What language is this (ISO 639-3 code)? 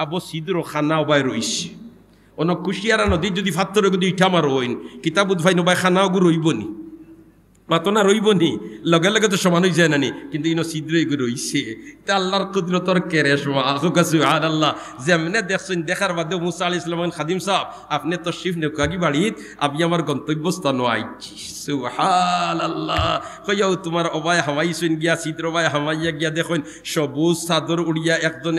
syl